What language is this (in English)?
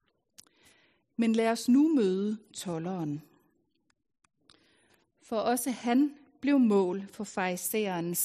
Danish